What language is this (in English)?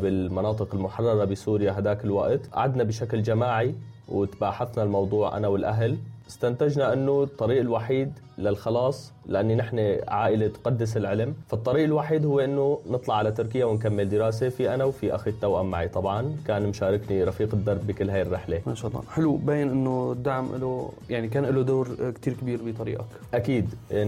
North Levantine Arabic